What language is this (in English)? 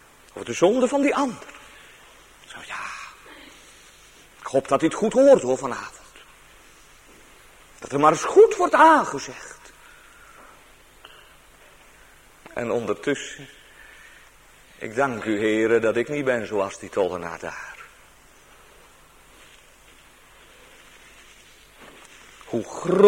Dutch